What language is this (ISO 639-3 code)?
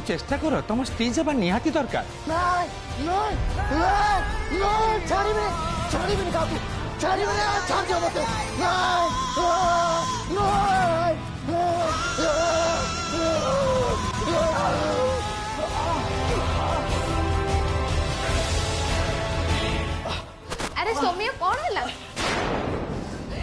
ori